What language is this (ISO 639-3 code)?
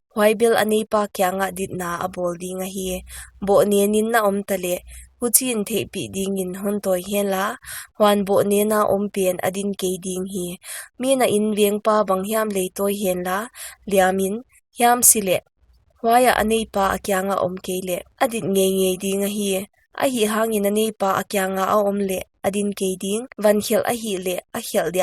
pck